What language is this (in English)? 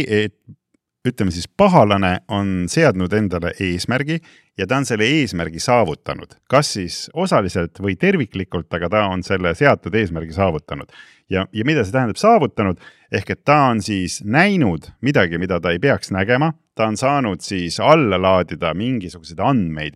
Estonian